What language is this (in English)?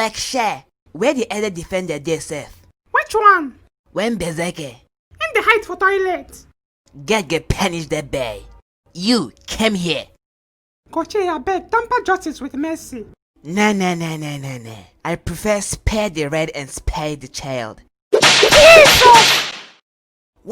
Nigerian Pidgin